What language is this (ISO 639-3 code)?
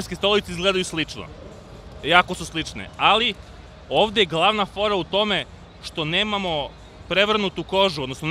srp